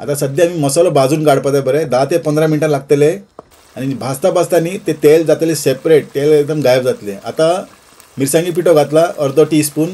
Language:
Konkani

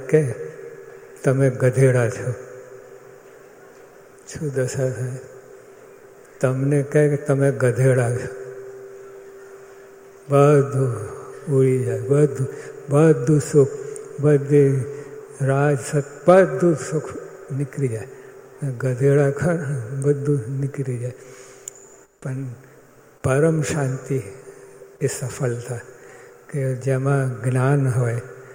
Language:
Gujarati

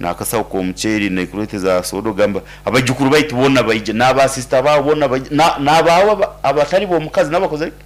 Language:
Nyankole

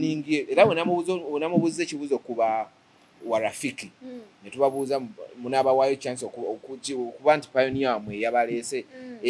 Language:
Ganda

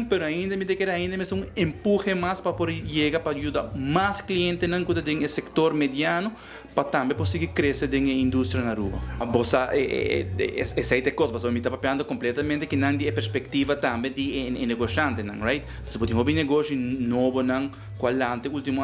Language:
Papiamento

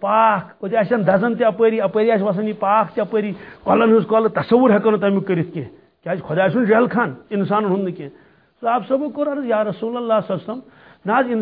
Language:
Kashmiri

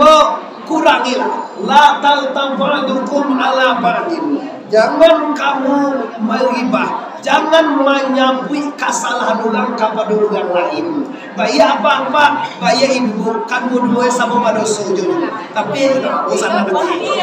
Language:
Minangkabau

